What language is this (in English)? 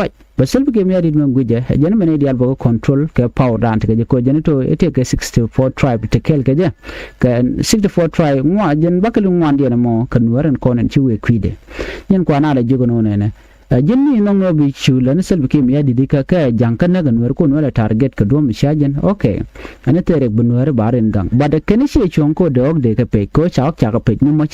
Nuer